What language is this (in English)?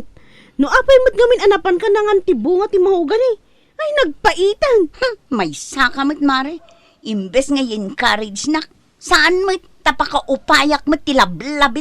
Iloko